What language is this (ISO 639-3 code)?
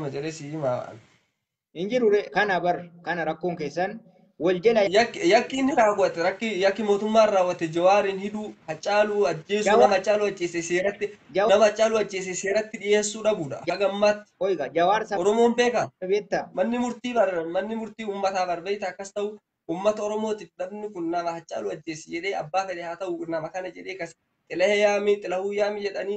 orm